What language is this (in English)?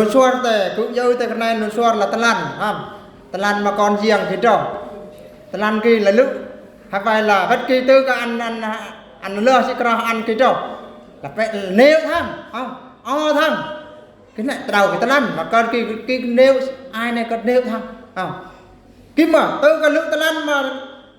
Eastern Bru